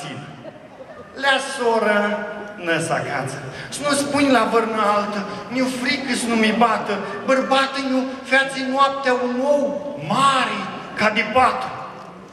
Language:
Aromanian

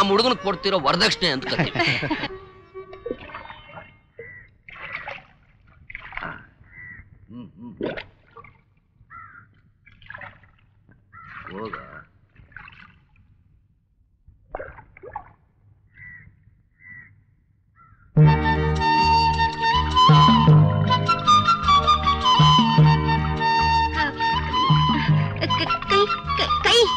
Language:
Kannada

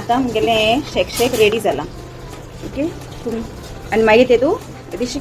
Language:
Konkani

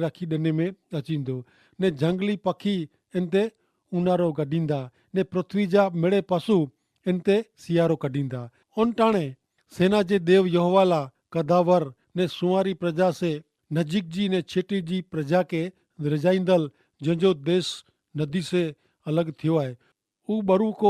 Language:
Kachhi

